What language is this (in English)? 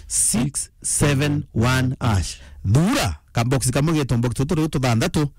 Meru